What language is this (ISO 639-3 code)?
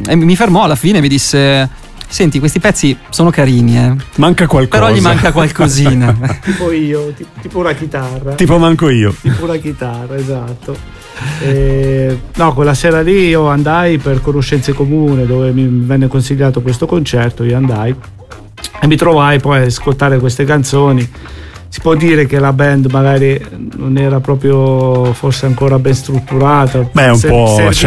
ita